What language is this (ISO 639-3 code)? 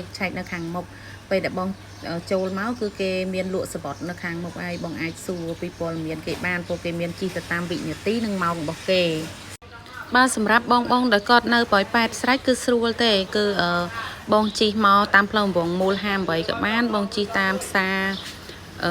khm